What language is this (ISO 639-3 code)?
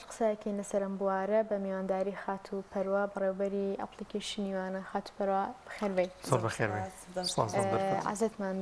ckb